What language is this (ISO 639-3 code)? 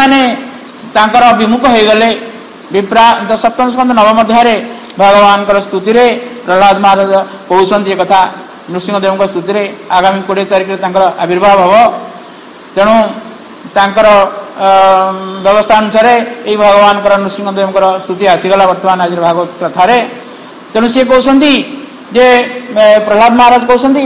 ori